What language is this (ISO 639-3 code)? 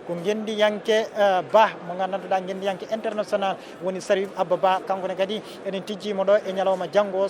ful